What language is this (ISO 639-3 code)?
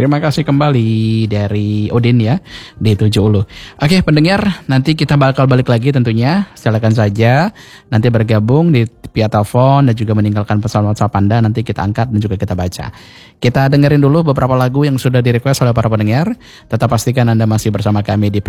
ind